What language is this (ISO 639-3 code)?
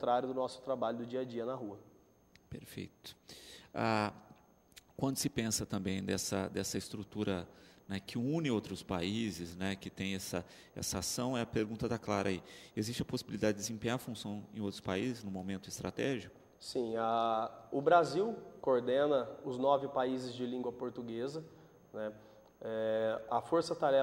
por